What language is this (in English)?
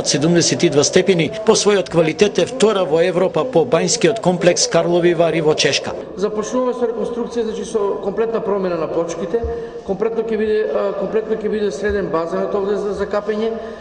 Macedonian